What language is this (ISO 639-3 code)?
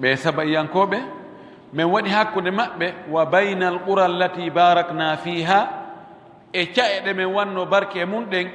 ful